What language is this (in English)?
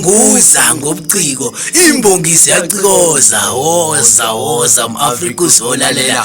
Zulu